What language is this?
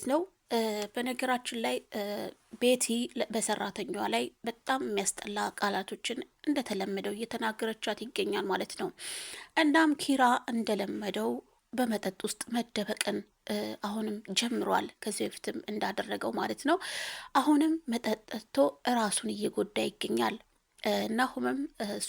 Amharic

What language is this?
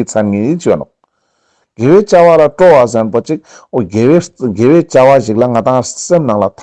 Ladakhi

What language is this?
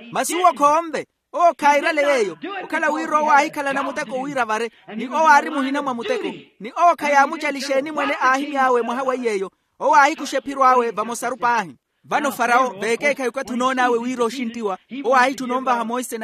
Makhuwa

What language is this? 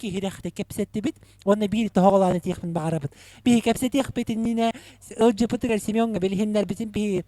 Yakut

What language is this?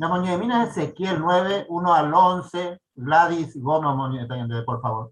Guarani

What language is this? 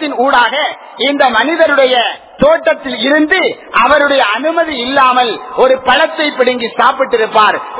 Tamil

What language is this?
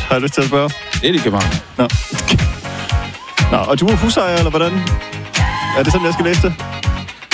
Danish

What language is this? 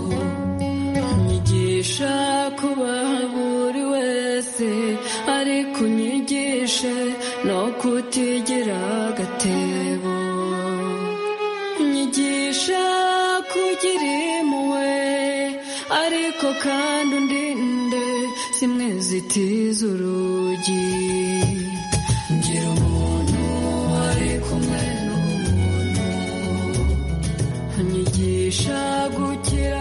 Kinyarwanda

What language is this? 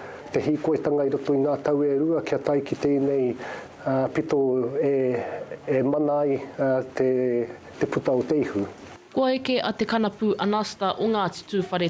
Māori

